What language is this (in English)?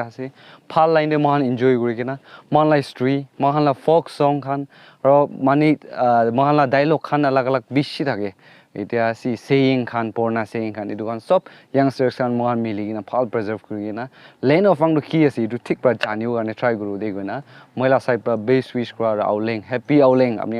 Naga Pidgin